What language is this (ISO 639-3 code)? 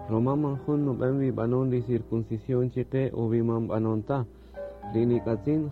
cak